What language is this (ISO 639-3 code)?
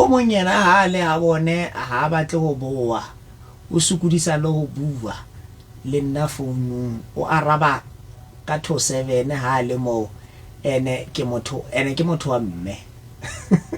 sot